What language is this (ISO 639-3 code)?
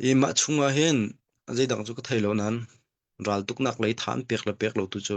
cnh